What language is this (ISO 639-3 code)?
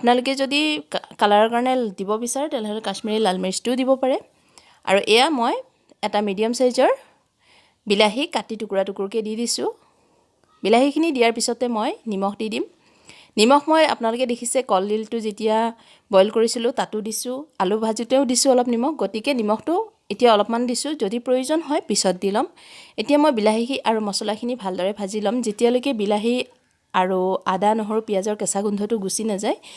asm